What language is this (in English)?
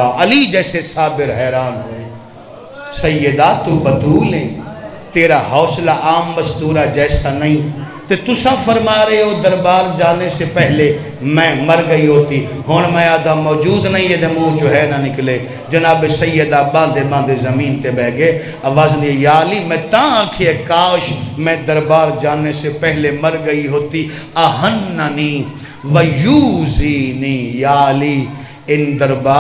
Urdu